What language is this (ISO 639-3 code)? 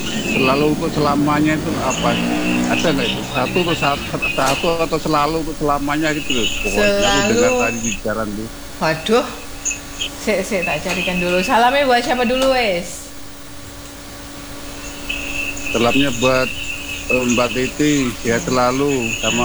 ind